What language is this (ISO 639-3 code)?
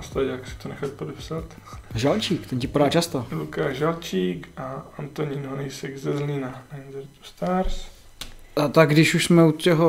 ces